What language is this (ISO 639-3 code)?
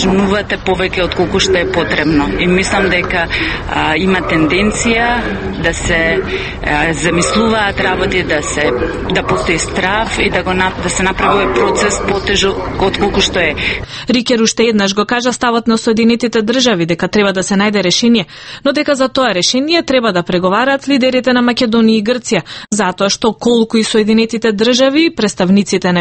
mkd